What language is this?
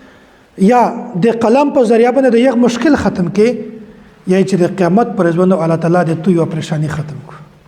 Pashto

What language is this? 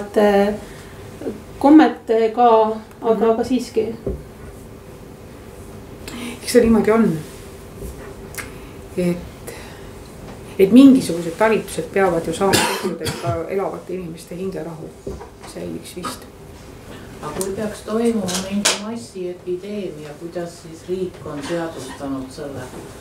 Estonian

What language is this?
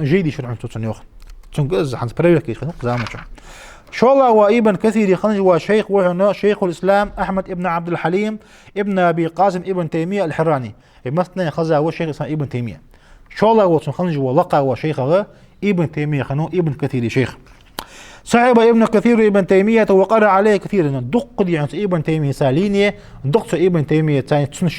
Ingush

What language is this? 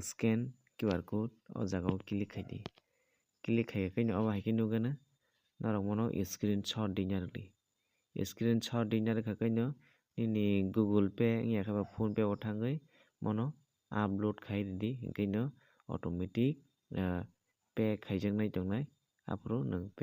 Kok Borok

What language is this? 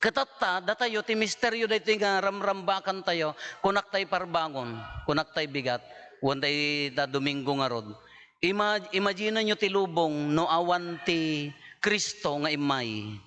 Iloko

